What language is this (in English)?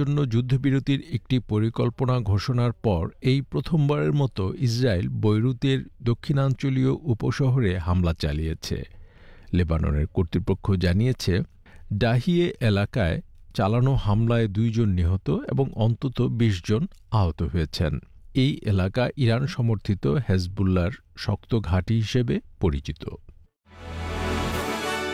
Bangla